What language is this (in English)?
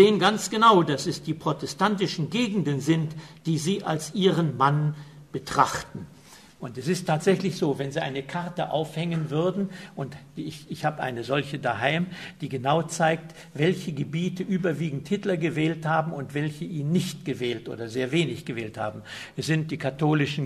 German